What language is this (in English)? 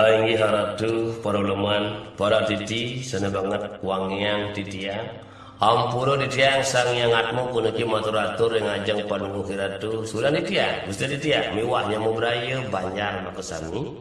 Balinese